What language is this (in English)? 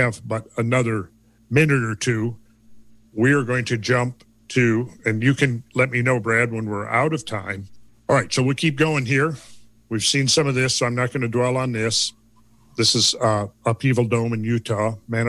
English